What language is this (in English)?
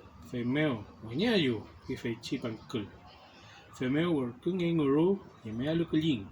Mapuche